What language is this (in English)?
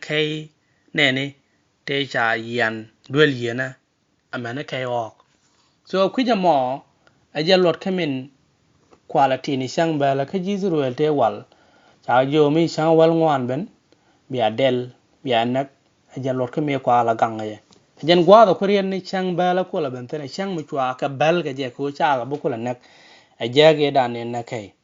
Nuer